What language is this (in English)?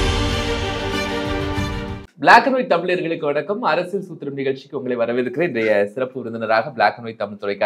Tamil